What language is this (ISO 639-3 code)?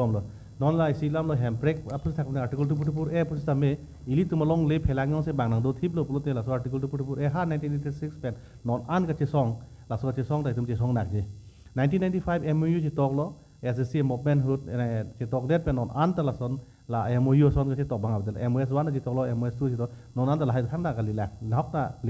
mjw